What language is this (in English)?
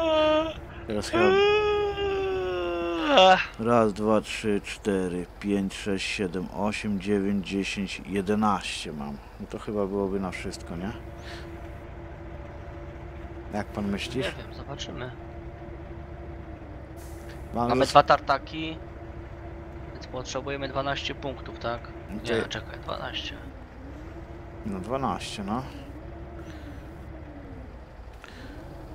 Polish